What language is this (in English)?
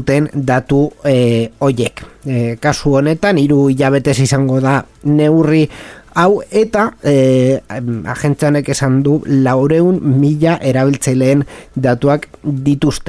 Basque